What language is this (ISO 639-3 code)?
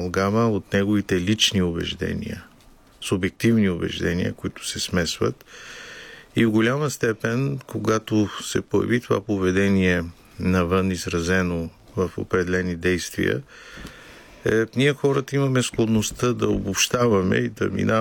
bul